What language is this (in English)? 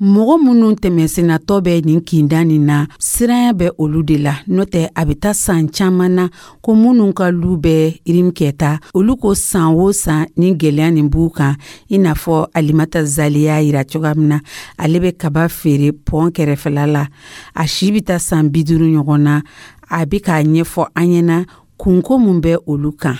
Dyula